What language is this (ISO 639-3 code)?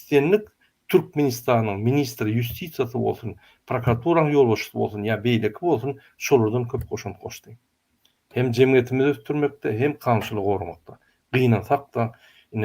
tuk